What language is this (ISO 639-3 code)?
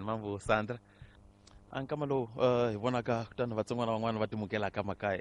tso